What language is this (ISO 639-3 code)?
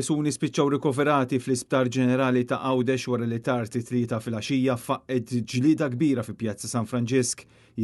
mlt